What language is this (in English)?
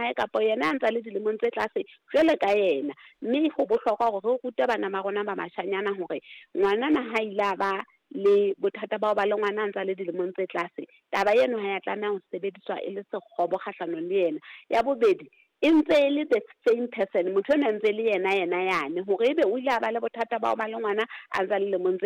Southern Sotho